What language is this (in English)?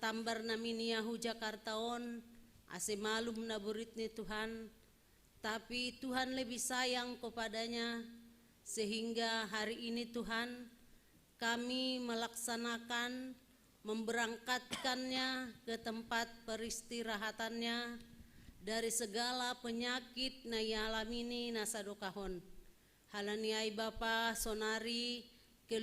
Batak Simalungun